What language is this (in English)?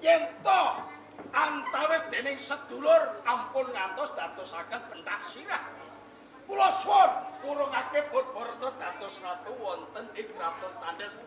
Javanese